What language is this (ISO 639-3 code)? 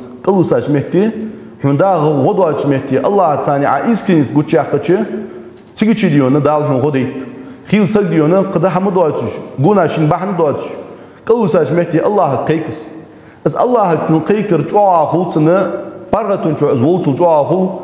inh